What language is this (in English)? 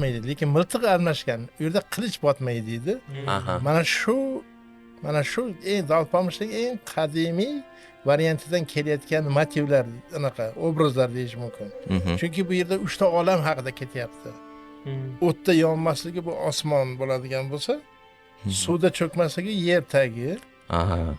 Uzbek